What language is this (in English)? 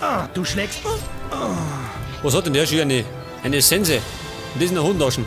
Bavarian